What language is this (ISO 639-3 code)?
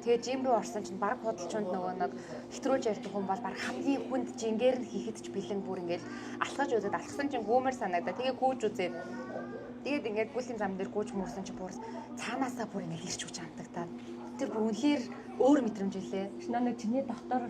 mon